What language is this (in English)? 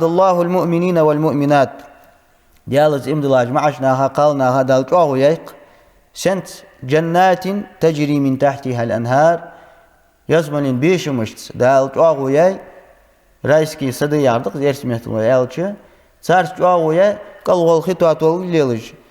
Ingush